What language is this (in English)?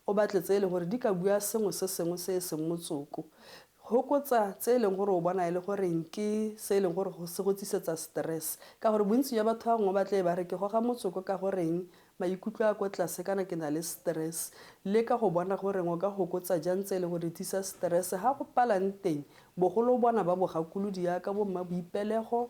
Tswana